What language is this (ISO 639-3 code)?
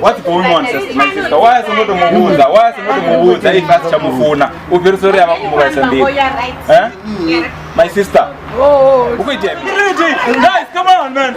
ven